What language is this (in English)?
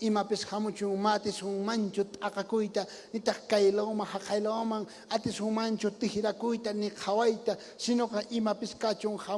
South Bolivian Quechua